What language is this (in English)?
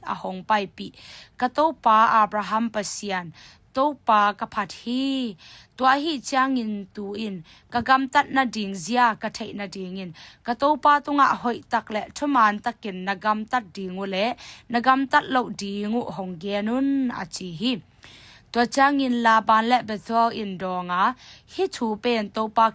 Tedim Chin